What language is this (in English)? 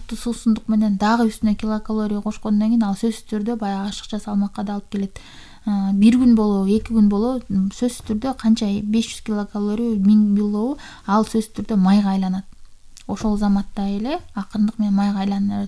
Kyrgyz